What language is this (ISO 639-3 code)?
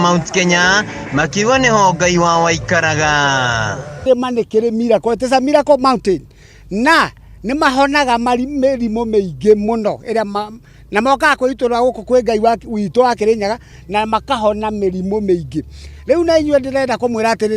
kik